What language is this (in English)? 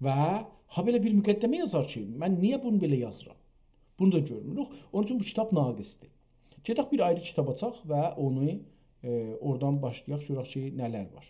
South Azerbaijani